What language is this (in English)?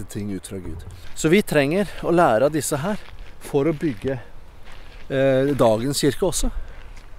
Norwegian